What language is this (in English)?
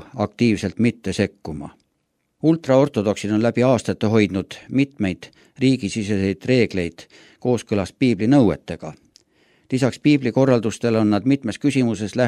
Estonian